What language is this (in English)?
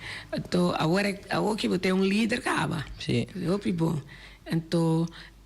Papiamento